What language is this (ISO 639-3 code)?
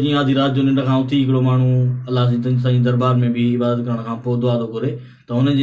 snd